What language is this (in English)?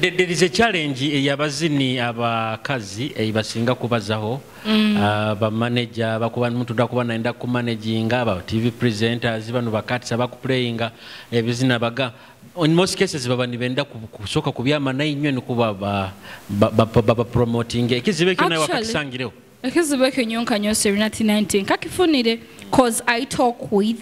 Nyoro